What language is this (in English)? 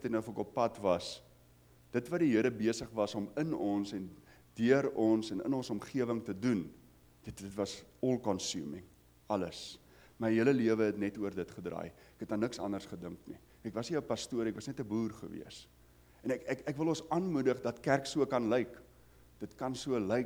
Afrikaans